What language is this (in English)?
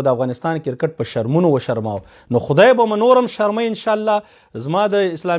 Pashto